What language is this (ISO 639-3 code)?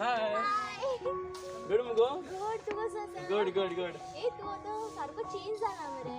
kok